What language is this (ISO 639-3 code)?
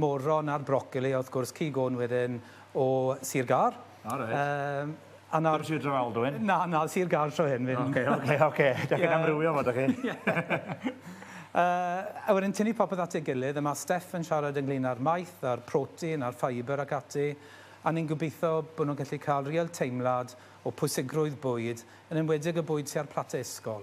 cym